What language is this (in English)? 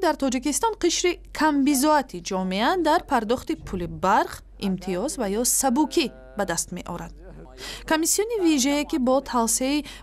Tajik